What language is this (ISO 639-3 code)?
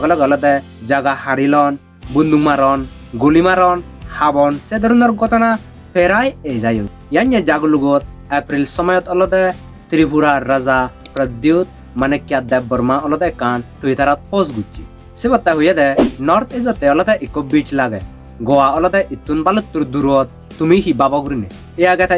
ccp